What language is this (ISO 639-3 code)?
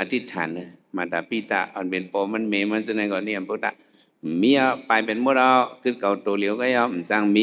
shn